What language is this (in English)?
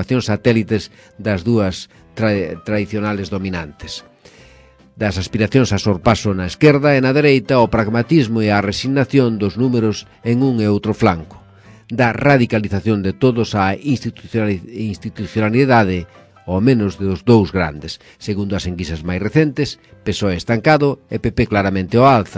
Galician